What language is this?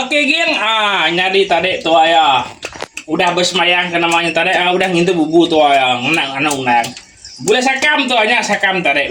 Iban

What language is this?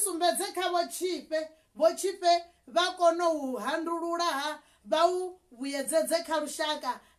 Venda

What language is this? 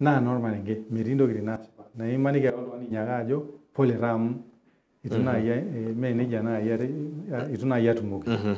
Masai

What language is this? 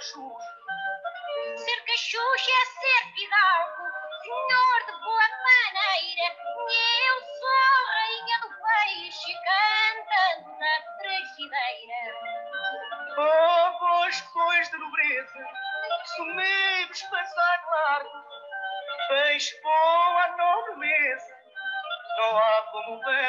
French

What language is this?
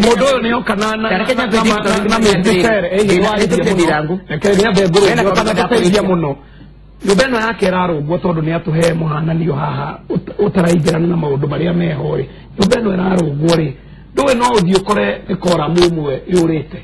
Kikuyu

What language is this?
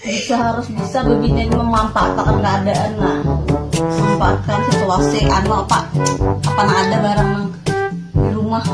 Banjar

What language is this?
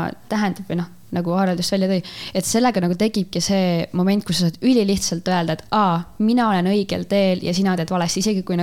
Estonian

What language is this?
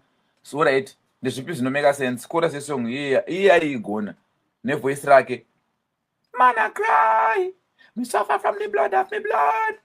Shona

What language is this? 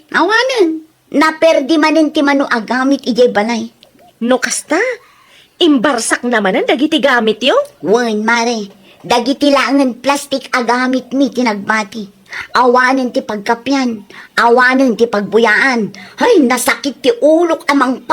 Iloko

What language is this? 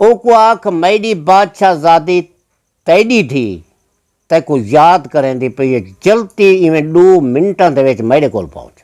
Saraiki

